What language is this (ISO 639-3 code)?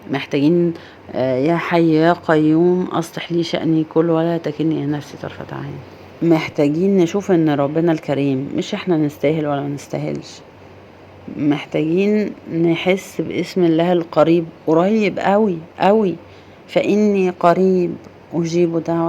arz